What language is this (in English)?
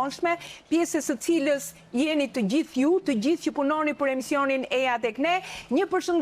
Albanian